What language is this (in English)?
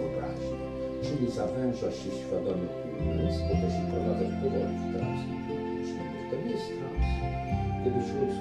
Polish